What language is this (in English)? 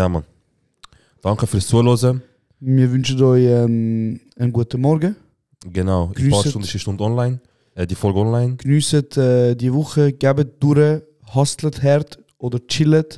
Swiss German